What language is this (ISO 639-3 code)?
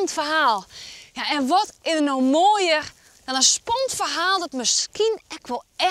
fry